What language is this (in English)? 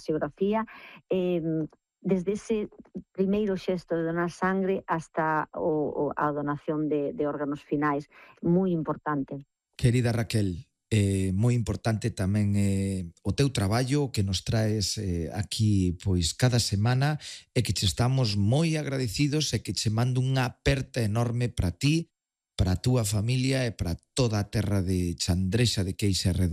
Galician